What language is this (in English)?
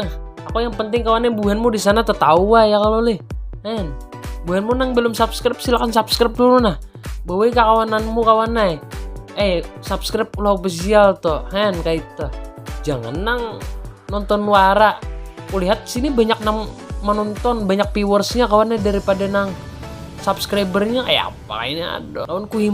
Banjar